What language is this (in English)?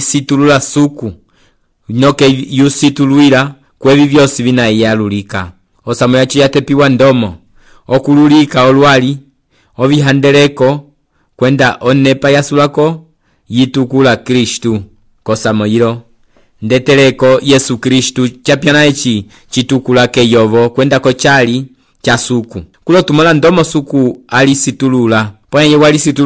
Umbundu